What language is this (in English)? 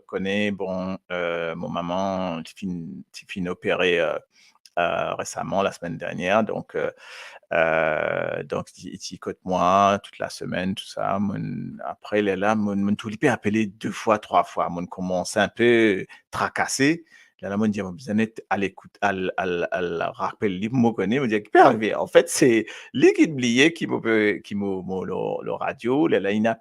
Morisyen